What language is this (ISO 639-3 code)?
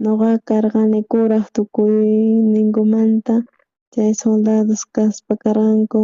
quh